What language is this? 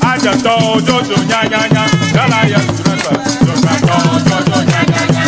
Ewe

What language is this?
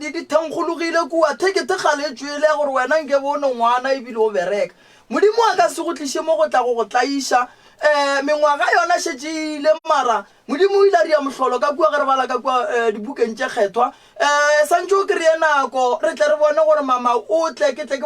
Northern Sotho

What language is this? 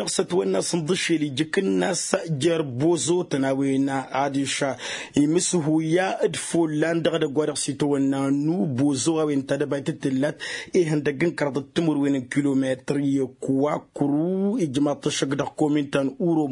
Tamasheq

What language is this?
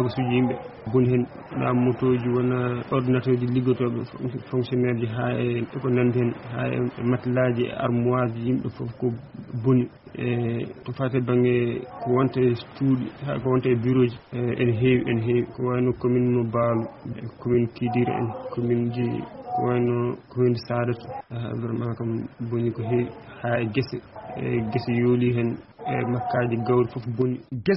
Fula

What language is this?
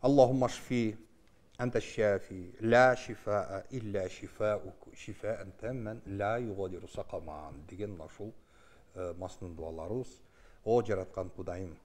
Kyrgyz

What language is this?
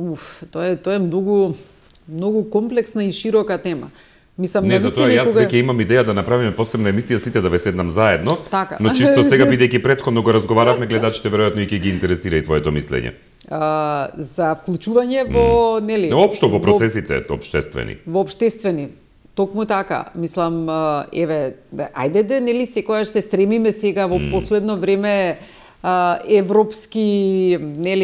Macedonian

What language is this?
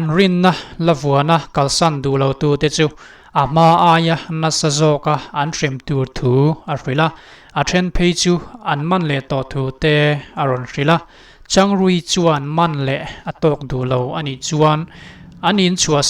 Mizo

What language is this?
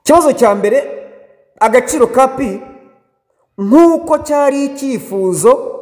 Kinyarwanda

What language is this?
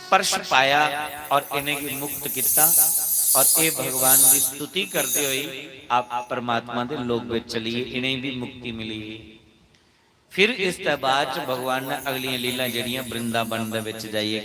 Dogri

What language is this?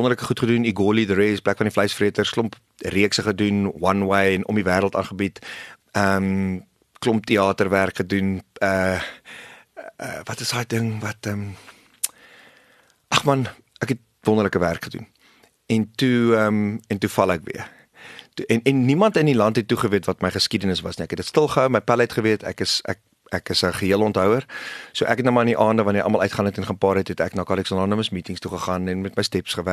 Afrikaans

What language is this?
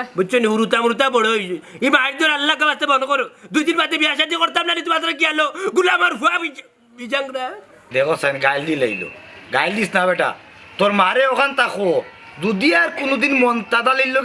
Sylheti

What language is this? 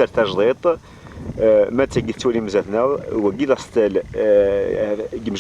Kabyle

